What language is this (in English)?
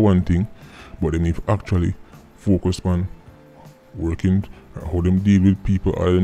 Jamaican Creole English